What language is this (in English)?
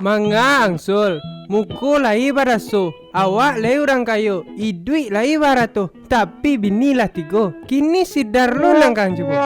Minangkabau